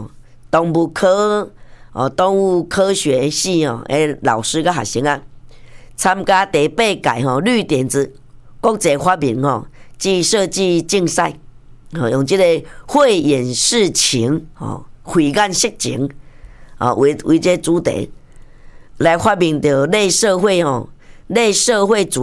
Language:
Min Nan Chinese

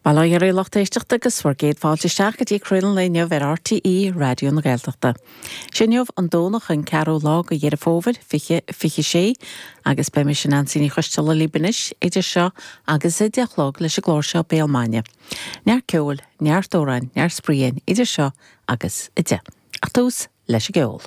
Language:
Irish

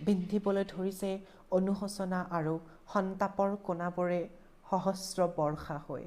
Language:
Assamese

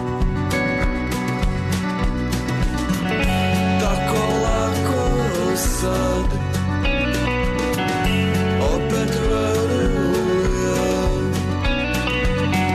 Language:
Serbian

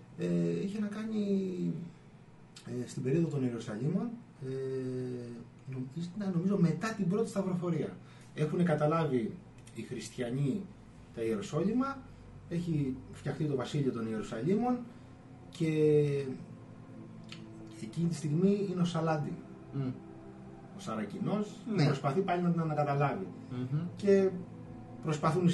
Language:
Greek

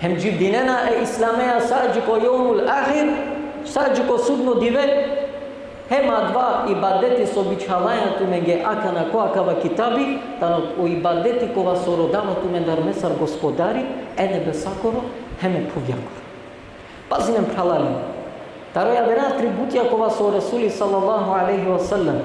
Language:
Balkan Romani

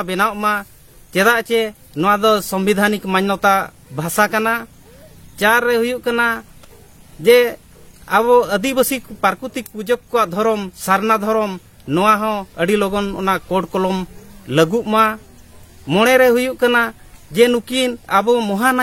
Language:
Santali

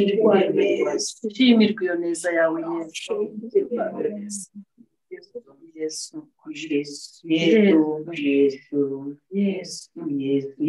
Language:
Kinyarwanda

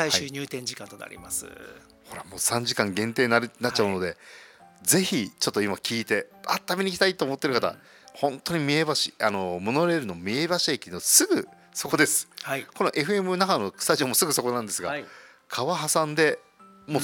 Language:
Japanese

